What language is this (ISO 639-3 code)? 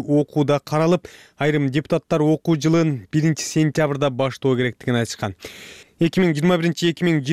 kir